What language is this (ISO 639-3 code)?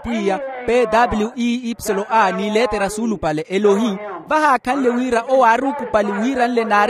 vmw